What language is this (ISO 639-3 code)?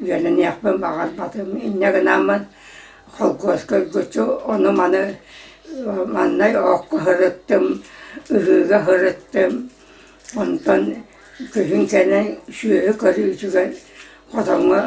sah